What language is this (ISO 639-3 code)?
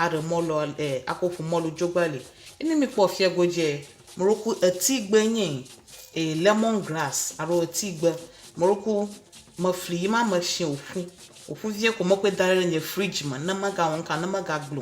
ewe